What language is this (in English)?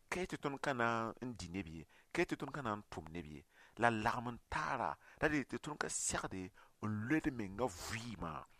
Mossi